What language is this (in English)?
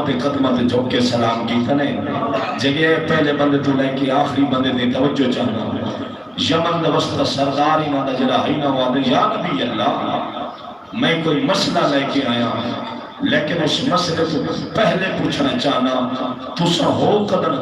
Saraiki